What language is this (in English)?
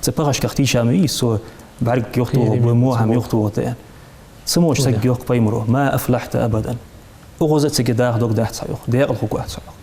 Ingush